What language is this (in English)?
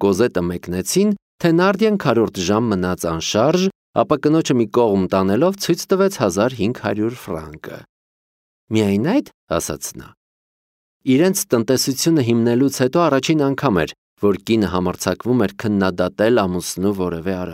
Armenian